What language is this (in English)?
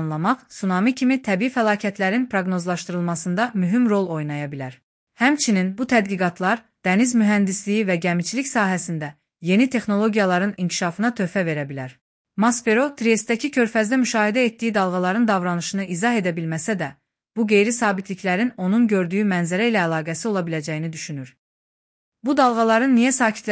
Azerbaijani